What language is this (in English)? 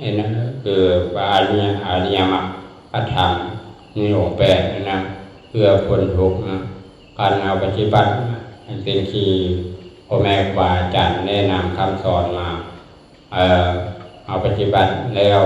Lao